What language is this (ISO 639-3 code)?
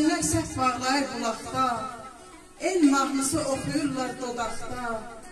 azb